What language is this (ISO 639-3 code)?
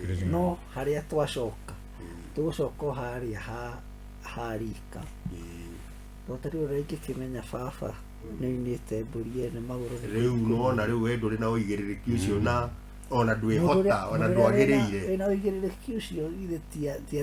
kik